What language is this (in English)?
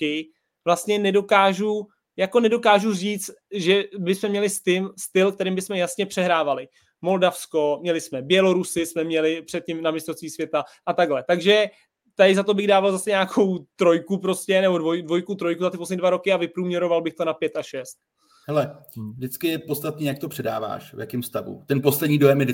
Czech